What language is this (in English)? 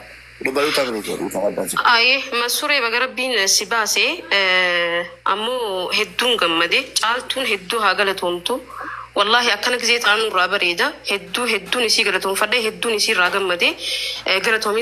Oromo